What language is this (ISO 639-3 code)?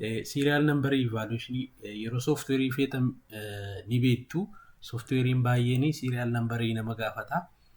orm